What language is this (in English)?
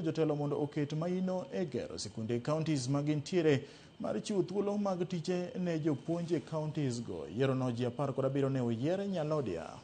Luo (Kenya and Tanzania)